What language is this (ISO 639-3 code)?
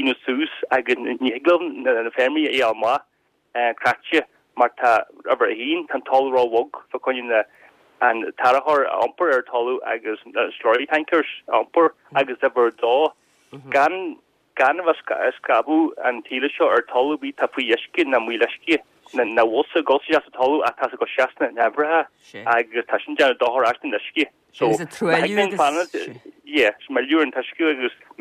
gle